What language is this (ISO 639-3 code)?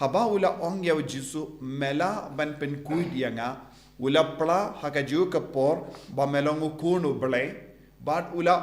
kha